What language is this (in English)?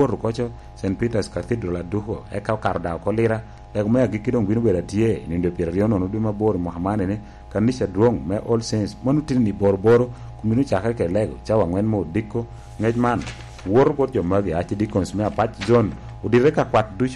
Lango (Uganda)